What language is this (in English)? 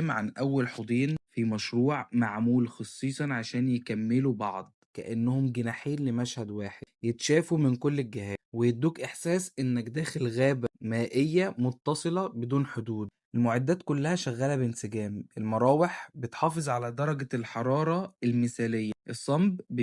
Egyptian Arabic